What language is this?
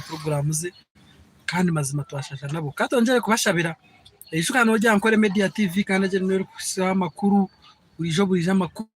Nyankole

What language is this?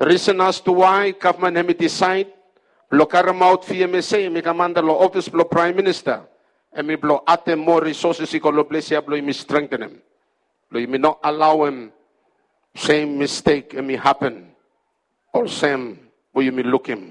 Bislama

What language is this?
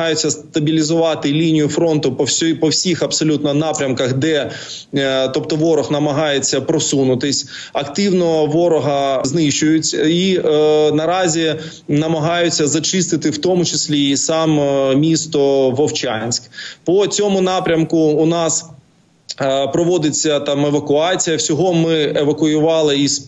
Ukrainian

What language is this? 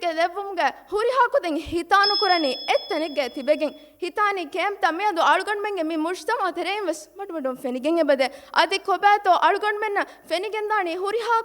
Divehi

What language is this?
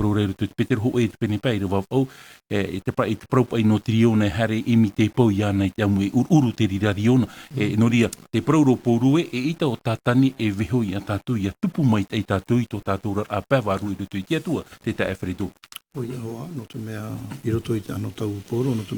Tahitian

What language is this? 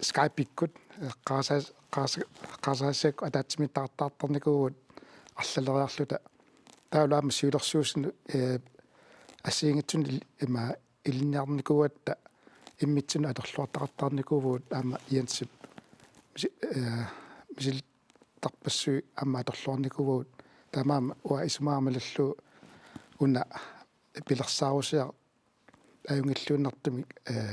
Kalaallisut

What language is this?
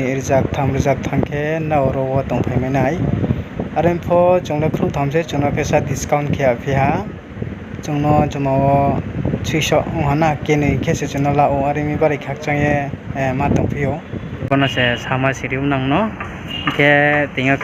Riang (India)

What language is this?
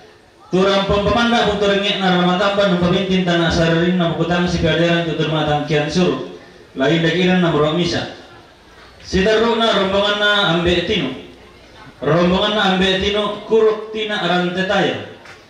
Toraja-Sa'dan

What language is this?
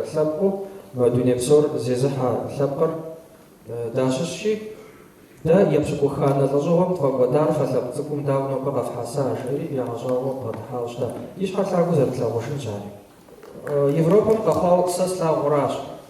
Kabardian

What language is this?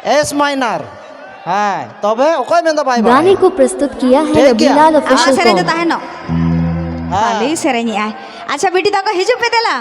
Santali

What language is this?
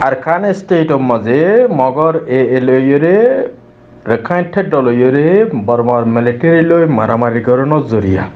Rohingya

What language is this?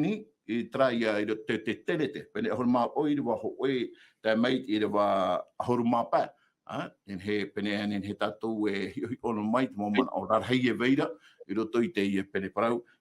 Tahitian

